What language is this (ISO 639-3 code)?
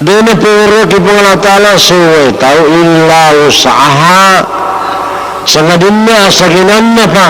bug